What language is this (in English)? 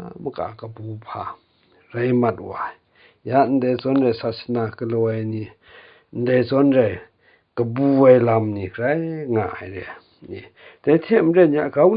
Kachin